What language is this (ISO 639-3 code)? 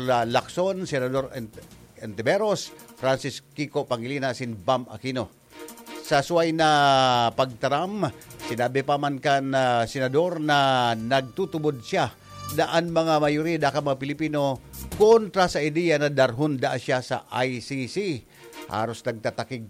bik